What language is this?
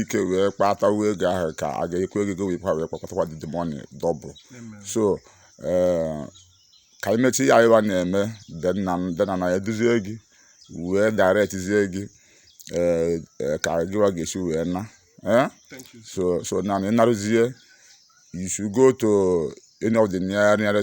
Igbo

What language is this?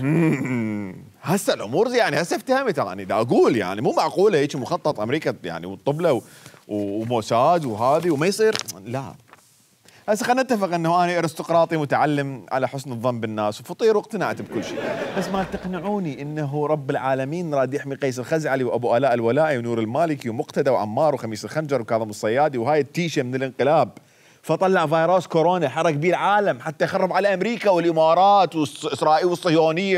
Mesopotamian Arabic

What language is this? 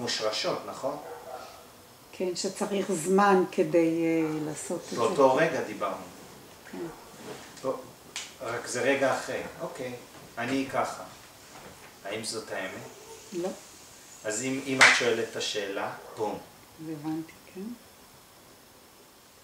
Hebrew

